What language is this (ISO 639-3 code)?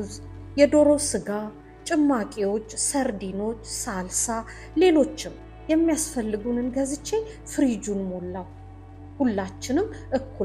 amh